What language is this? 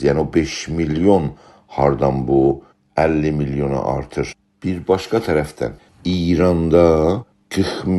South Azerbaijani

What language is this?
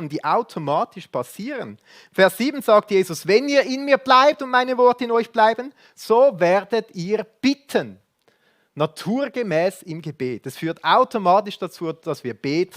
Swiss German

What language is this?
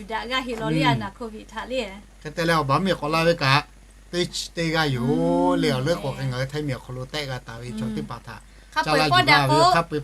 Lahu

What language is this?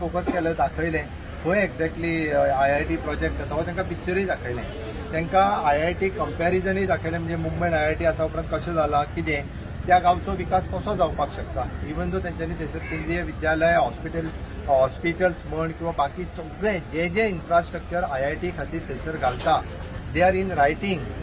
Konkani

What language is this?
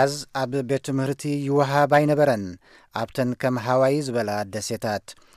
Tigrinya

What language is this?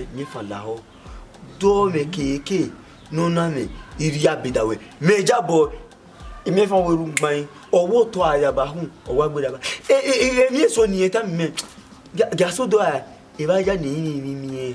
Bini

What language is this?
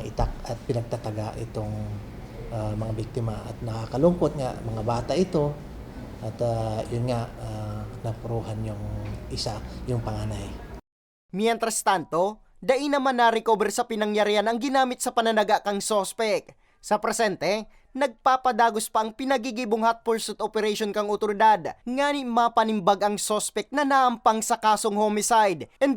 Bikol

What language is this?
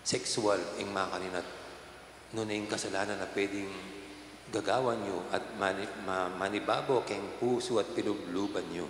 Pampanga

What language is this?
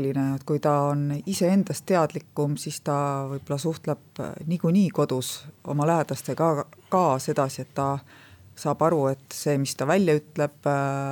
Estonian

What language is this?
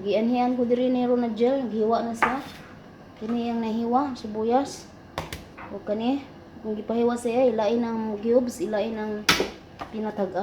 Cebuano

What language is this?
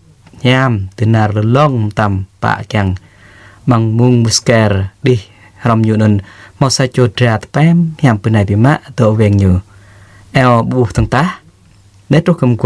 Jarai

